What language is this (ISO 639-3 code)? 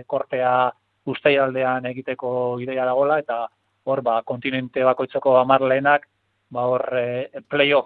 eus